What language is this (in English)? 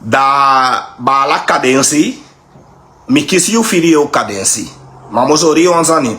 Sranan Tongo